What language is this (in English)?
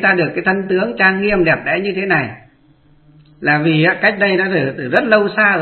Vietnamese